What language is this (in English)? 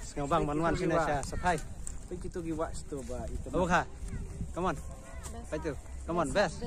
Khasi